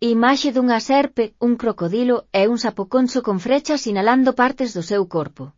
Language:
Galician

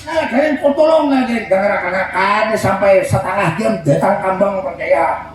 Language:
Banjar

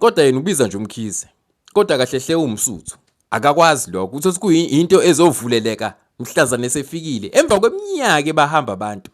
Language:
Zulu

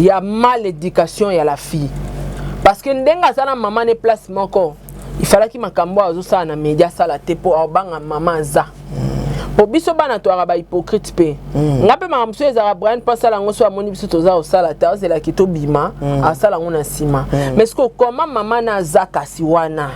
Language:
Lingala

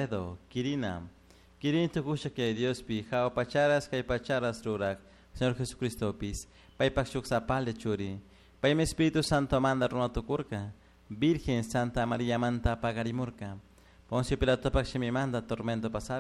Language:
Chimborazo Highland Quichua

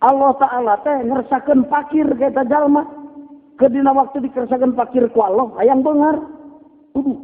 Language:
Sundanese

